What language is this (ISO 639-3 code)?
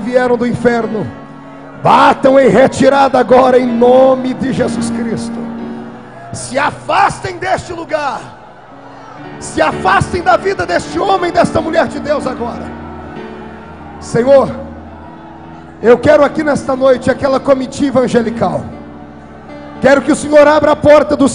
por